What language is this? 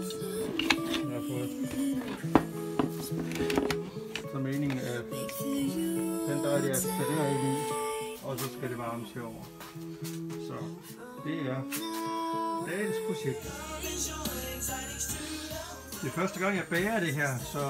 Danish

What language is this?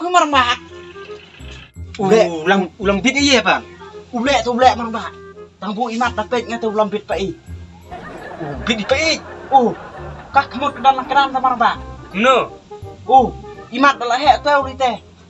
Khasi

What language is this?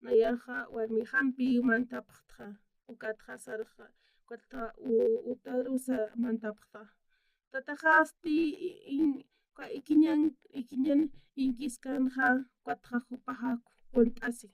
Aymara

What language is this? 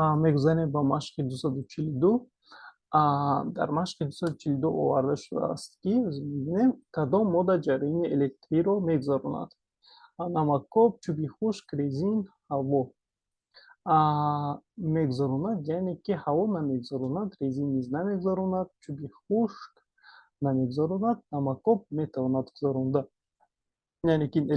Tajik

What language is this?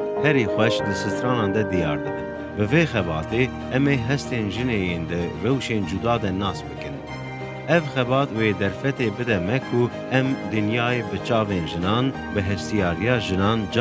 Kurdish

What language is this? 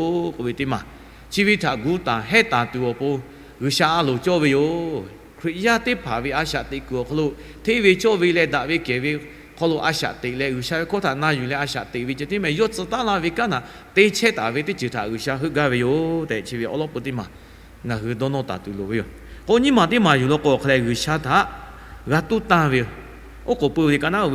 Lahu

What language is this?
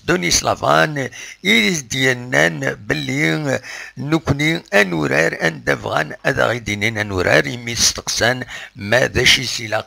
Kabyle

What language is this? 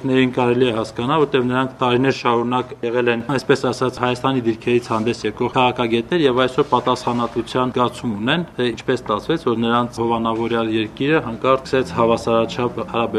Armenian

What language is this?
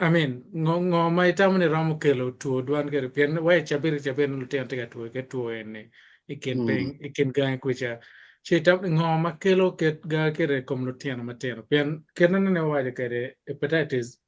Acoli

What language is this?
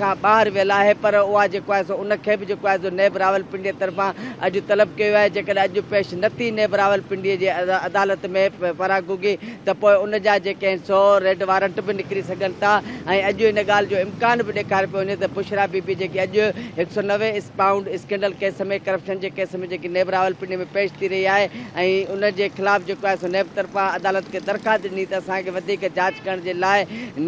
Sindhi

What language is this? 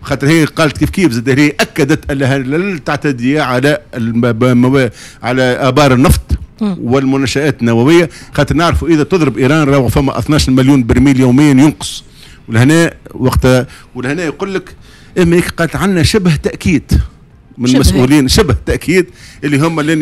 Tunisian Arabic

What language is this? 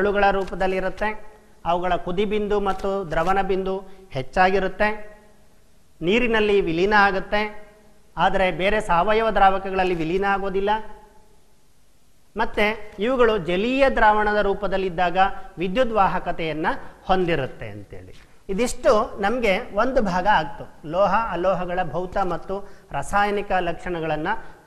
Kannada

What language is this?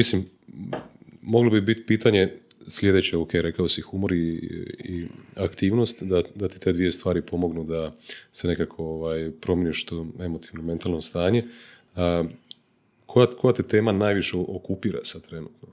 Croatian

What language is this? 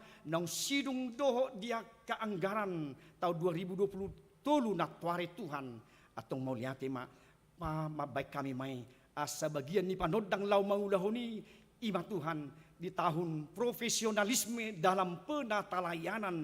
Batak Toba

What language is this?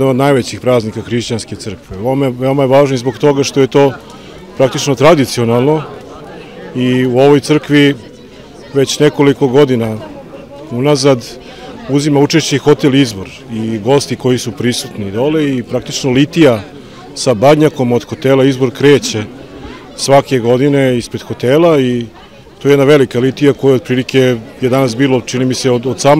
Serbian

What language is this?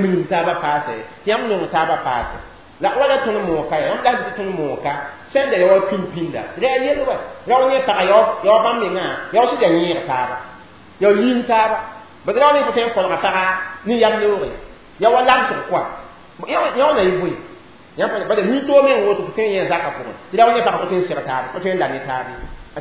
Mossi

